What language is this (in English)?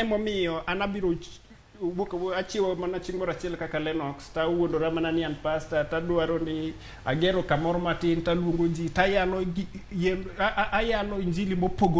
Luo (Kenya and Tanzania)